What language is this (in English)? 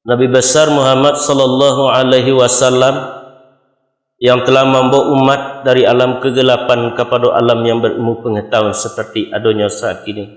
Minangkabau